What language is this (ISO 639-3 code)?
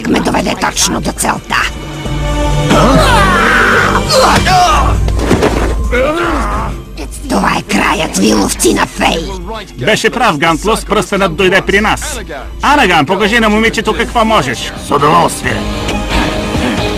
bul